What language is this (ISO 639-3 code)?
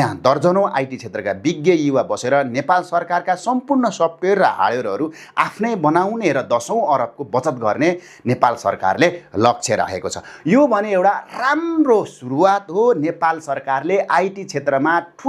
nep